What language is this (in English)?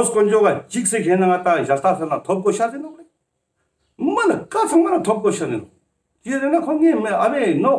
Ladakhi